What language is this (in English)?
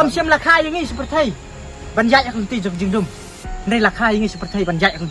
Khasi